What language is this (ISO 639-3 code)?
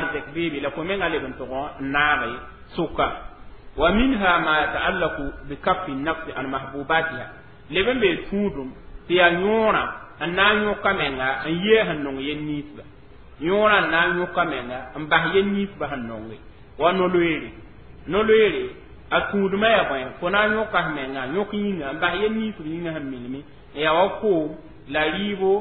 mos